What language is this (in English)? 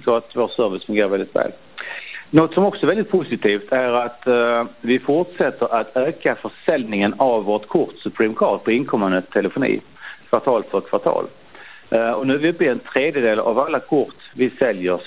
Swedish